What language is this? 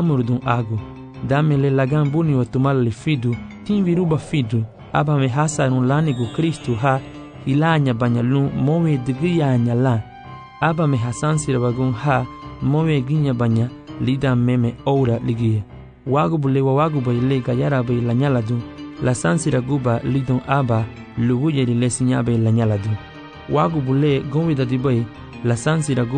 Garifuna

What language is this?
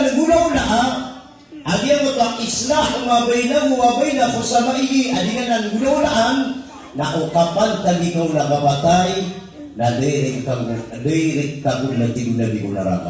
Maranao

